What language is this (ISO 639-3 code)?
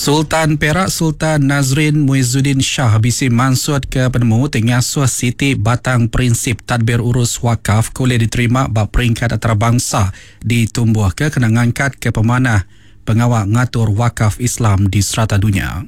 iba